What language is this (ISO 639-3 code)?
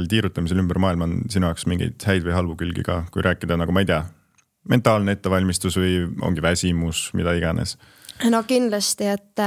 est